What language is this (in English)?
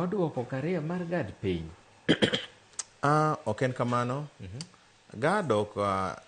Luo (Kenya and Tanzania)